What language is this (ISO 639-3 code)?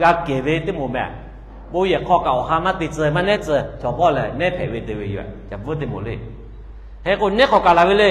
lhu